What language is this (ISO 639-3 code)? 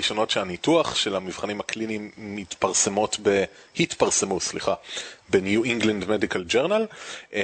heb